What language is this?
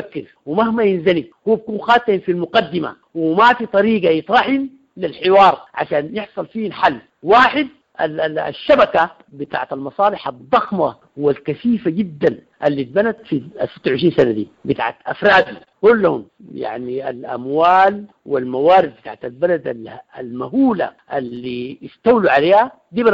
Sudanese Arabic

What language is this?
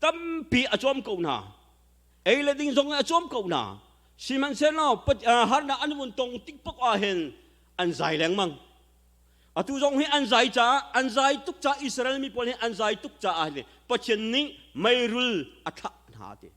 Hakha Chin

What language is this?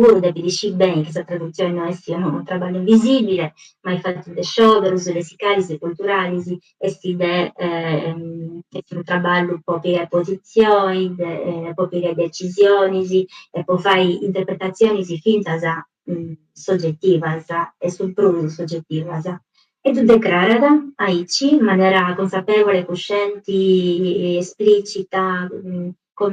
Sardinian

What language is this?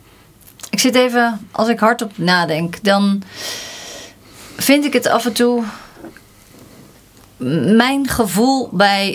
Dutch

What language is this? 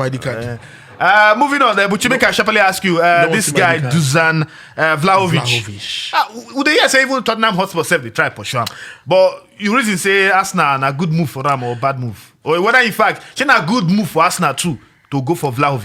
Nigerian Pidgin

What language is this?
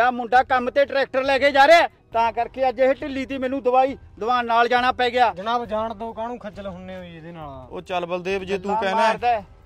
Punjabi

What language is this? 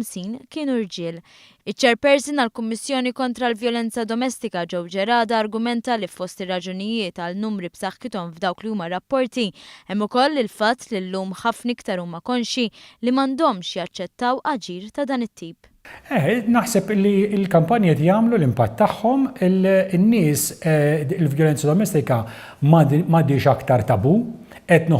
Maltese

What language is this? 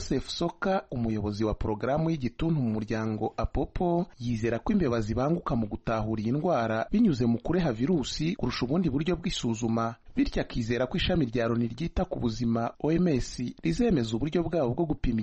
Kinyarwanda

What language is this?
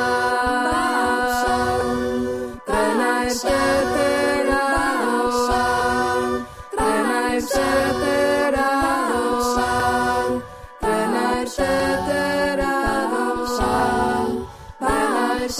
Basque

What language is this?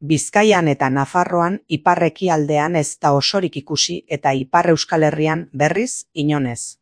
Basque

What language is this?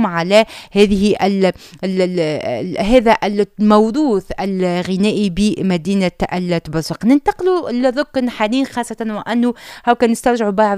Tunisian Arabic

